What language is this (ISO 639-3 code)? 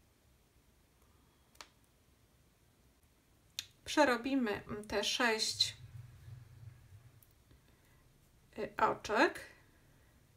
pol